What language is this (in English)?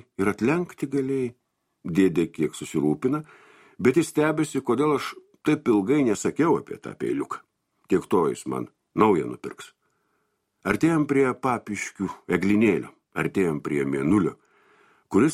Lithuanian